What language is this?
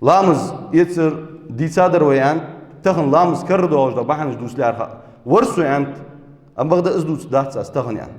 Ingush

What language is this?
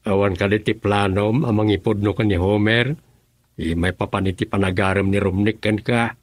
Iloko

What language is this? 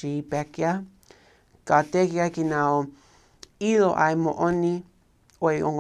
Tongan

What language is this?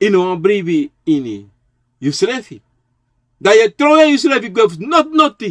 Sranan Tongo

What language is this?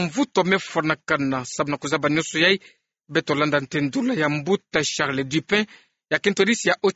Kituba (Democratic Republic of Congo)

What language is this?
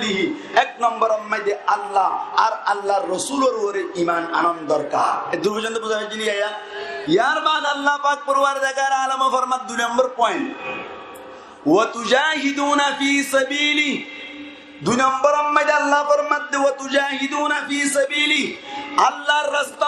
Rohingya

